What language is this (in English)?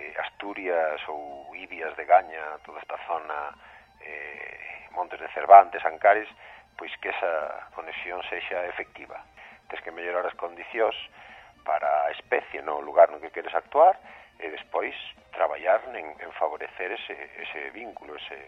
Galician